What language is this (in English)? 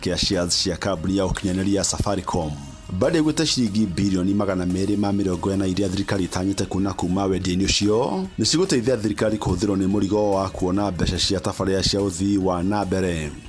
Kikuyu